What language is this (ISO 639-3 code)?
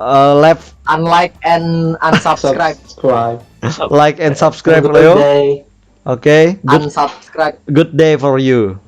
bjn